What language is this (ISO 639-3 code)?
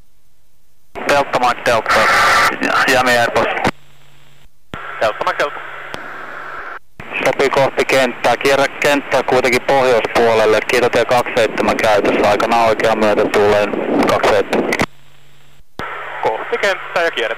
fin